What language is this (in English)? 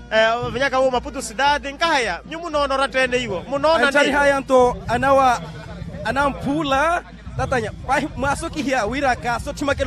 Makhuwa